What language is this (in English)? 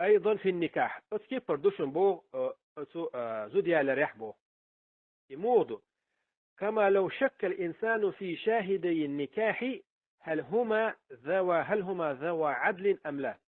Chechen